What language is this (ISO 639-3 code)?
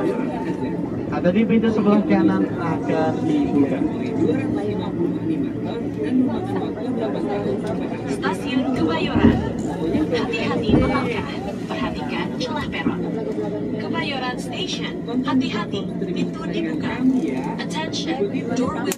ind